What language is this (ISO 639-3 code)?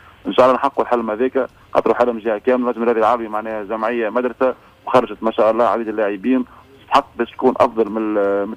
aeb